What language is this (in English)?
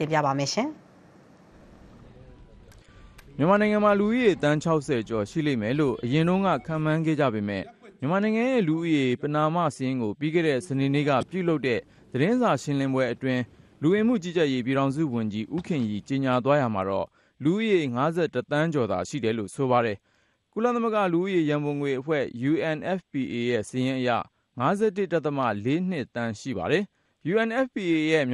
Burmese